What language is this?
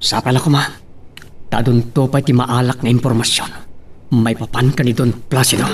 Iloko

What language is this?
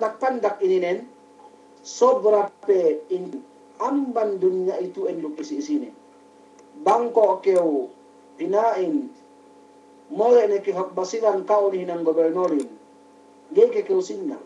Yakan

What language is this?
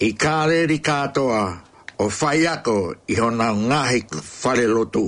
Tongan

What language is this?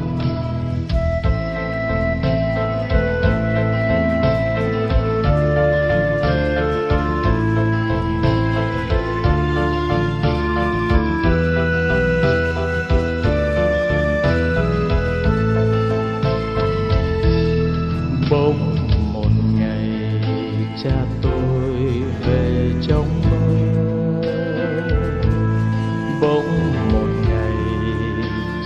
Vietnamese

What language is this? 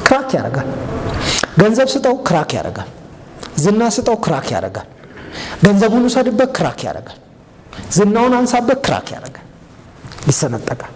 Amharic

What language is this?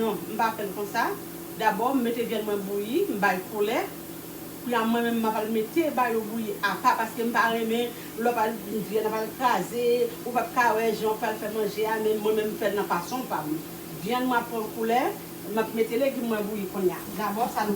Haitian Creole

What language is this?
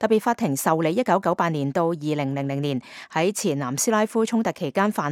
Cantonese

